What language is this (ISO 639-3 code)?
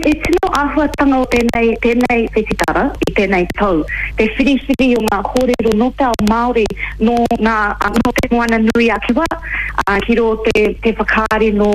mri